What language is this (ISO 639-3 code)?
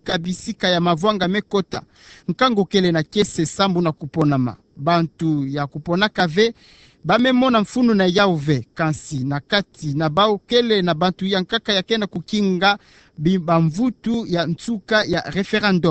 ktu